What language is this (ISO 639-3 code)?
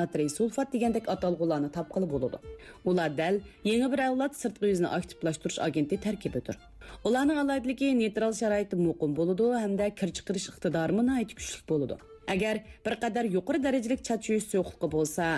uig